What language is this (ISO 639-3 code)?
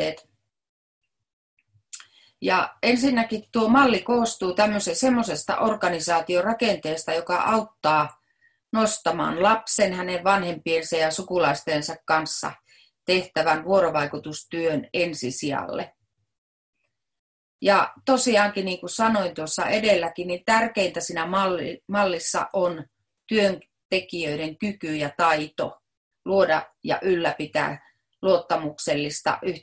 fin